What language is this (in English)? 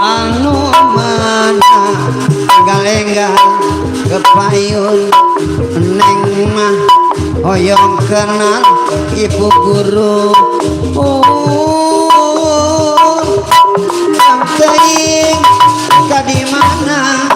Betawi